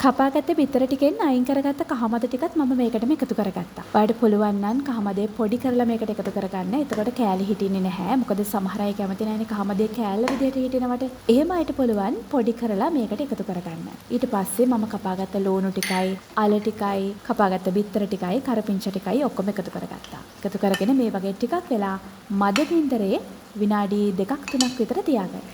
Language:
Sinhala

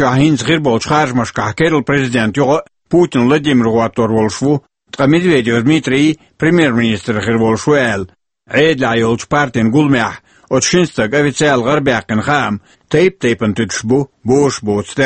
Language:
Chechen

